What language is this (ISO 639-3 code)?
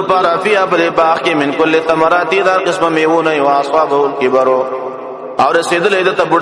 pus